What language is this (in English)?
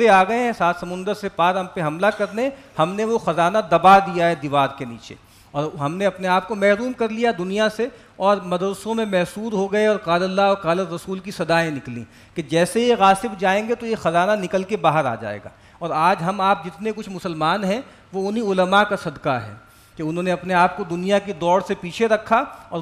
Urdu